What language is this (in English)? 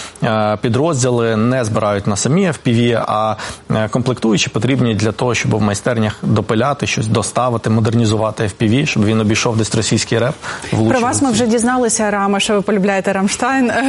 Ukrainian